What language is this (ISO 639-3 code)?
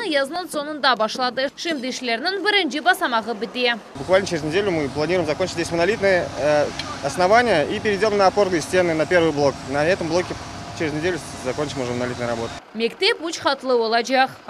crh